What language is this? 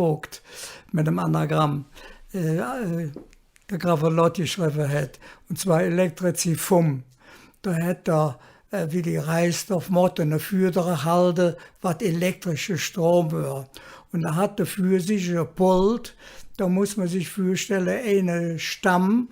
Colognian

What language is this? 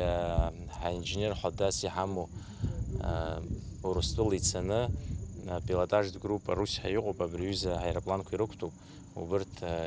Abkhazian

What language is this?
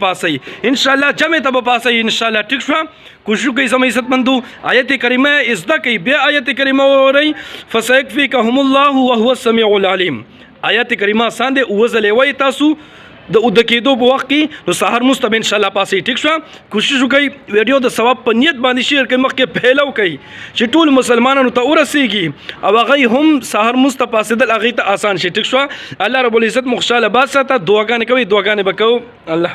Pashto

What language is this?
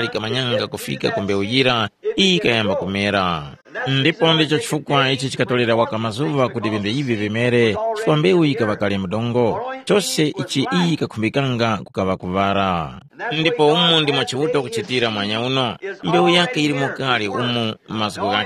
Tumbuka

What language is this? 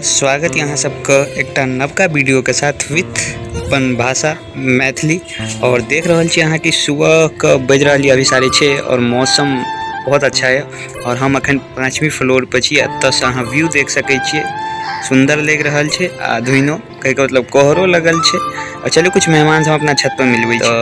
Maithili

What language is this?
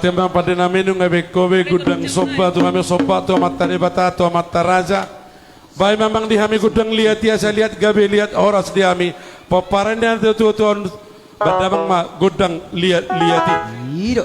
Batak Toba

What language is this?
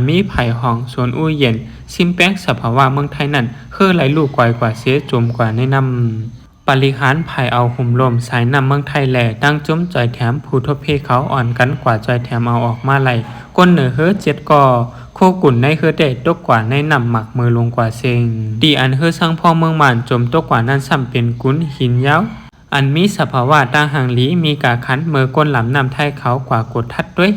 Shan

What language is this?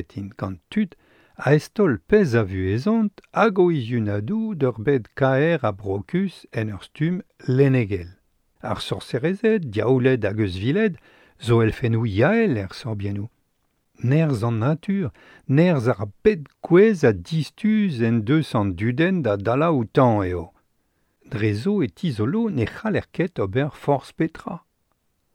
Breton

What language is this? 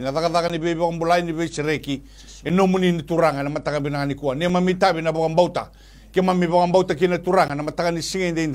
Fijian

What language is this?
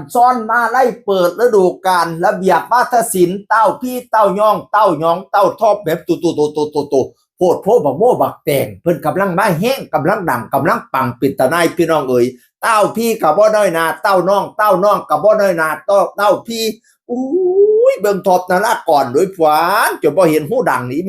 Northeastern Thai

